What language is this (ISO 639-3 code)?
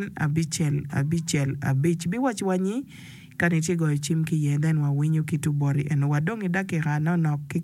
ach